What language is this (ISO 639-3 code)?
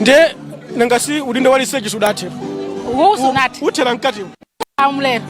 nya